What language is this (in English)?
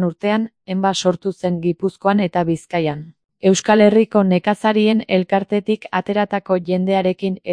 Basque